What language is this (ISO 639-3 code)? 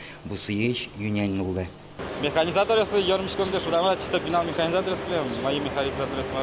udm